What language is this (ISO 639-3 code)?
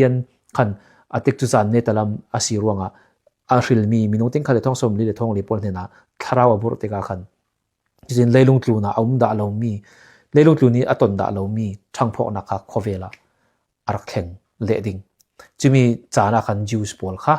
cfm